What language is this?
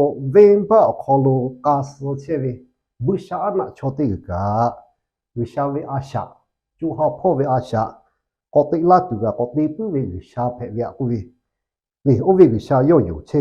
Lahu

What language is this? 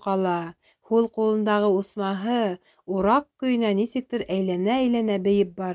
Bashkir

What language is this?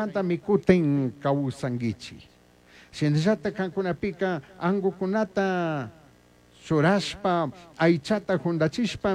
Chimborazo Highland Quichua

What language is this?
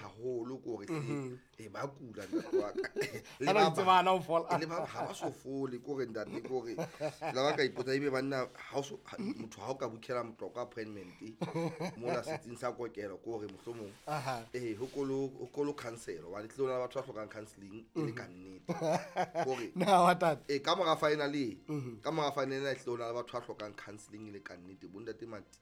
Southern Sotho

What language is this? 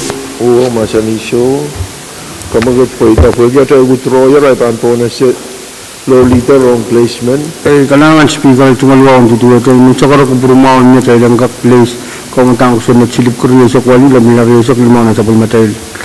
Pohnpeian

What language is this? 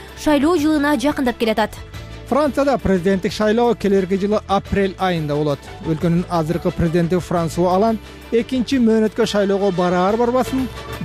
Kyrgyz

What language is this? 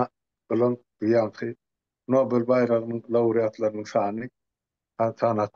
Turkmen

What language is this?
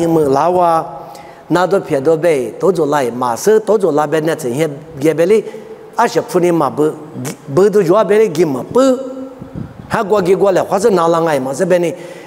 Lisu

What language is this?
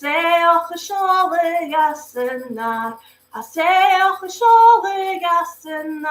Scottish Gaelic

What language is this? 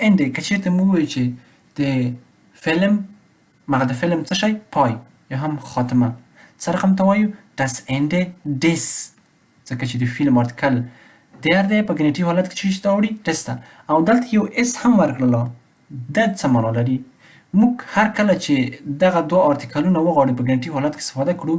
Pashto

